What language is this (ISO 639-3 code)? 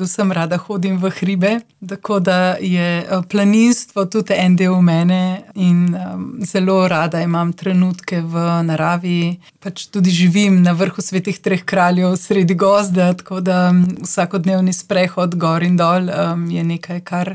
slv